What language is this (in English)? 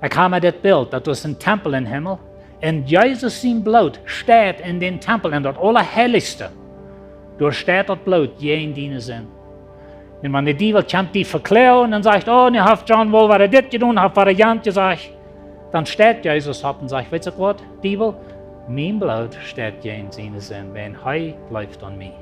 Plautdietsch